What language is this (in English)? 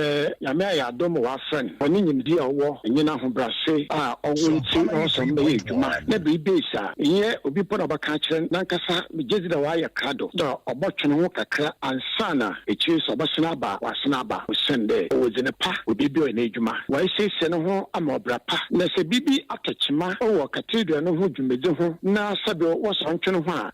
Akan